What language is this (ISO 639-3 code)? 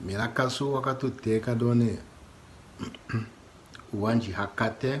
tll